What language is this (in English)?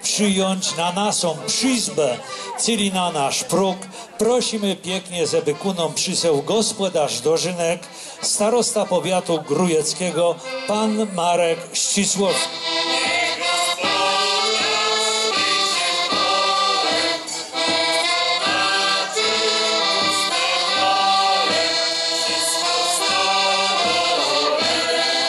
Polish